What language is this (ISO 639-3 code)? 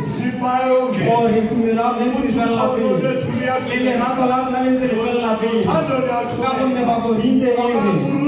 tsn